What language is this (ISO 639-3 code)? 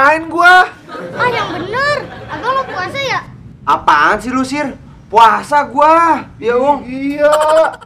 bew